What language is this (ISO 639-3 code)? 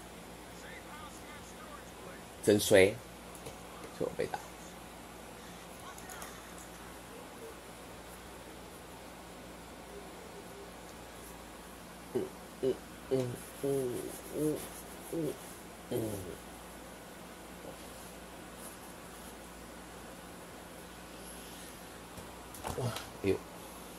zho